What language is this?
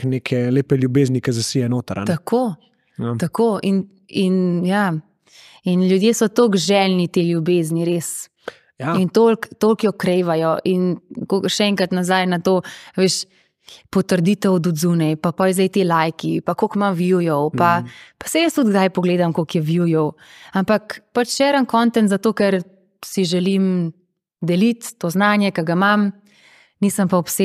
Slovenian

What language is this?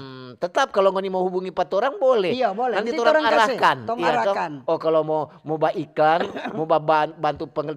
Manado Malay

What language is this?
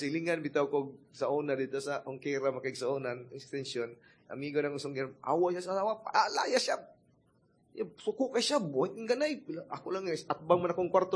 Cebuano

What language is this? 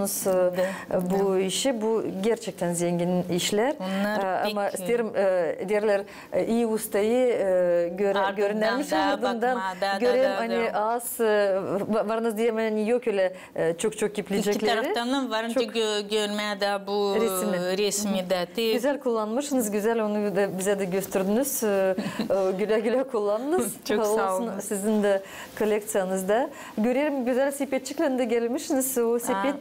Gagauz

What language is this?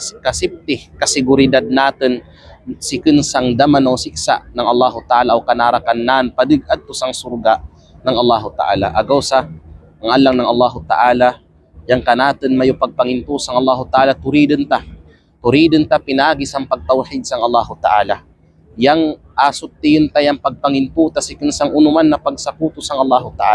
Kalagan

